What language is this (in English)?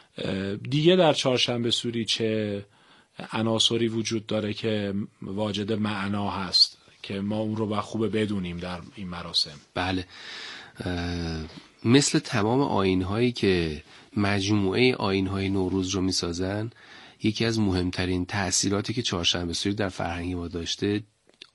Persian